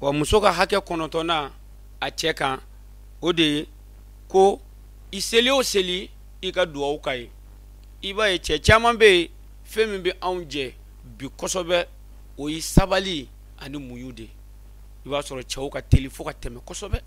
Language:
Bambara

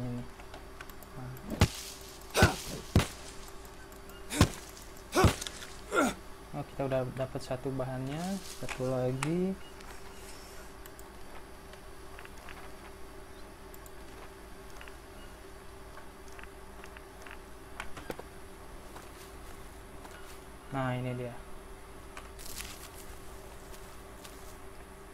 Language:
Indonesian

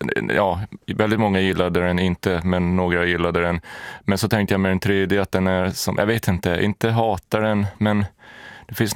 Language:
Swedish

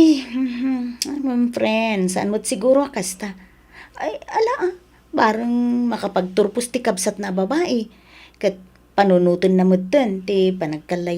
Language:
Iloko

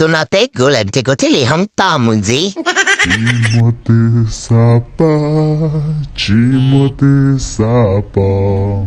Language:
Hmong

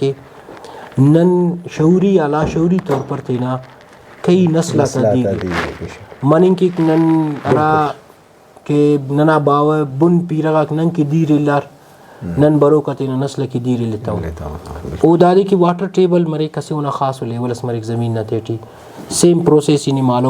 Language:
Brahui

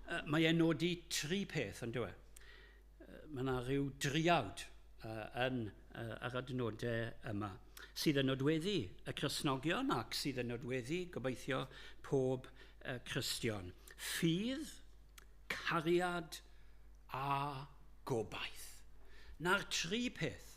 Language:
Welsh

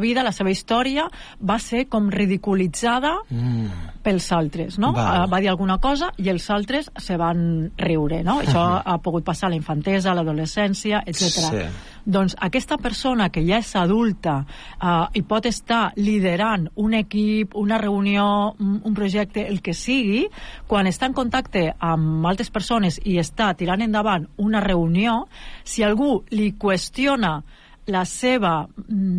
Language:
Catalan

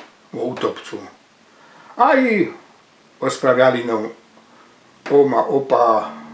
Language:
Silesian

